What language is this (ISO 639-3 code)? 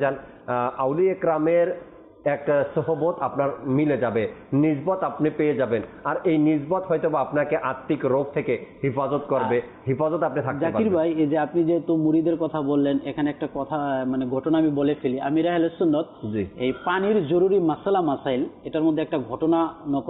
ben